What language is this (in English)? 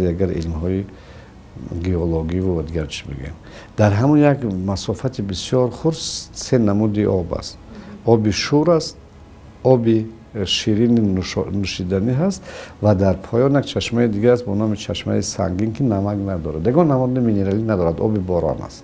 Tajik